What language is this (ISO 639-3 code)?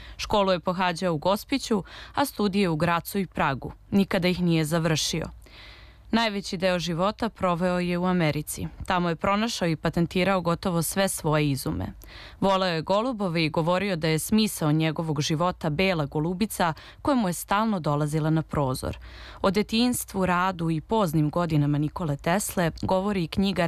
srp